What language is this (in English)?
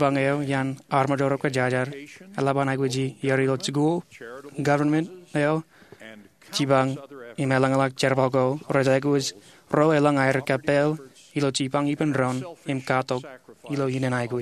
Marshallese